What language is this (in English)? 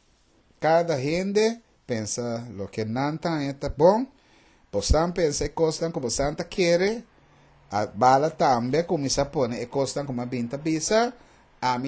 Papiamento